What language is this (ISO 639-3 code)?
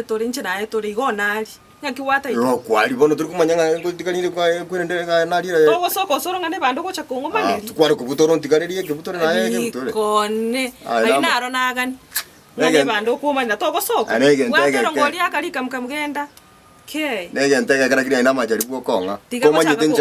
guz